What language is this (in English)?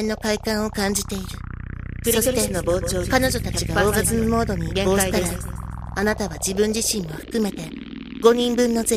Japanese